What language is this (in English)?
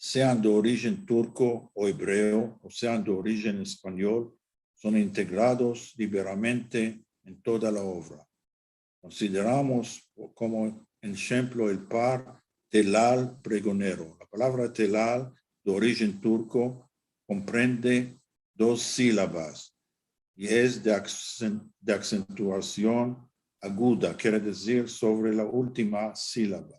Ladino